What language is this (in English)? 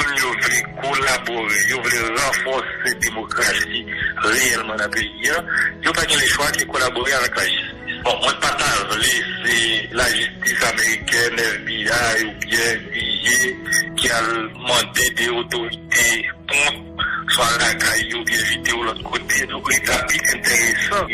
Haitian Creole